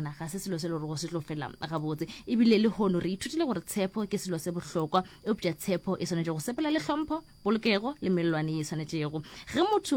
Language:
Northern Sotho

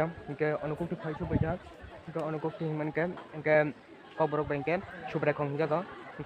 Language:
Kok Borok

